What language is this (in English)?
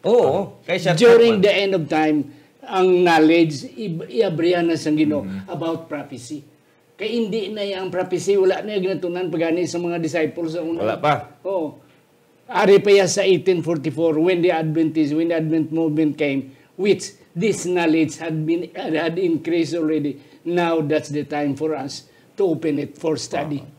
Hiligaynon